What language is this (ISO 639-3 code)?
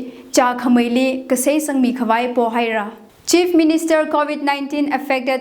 nmf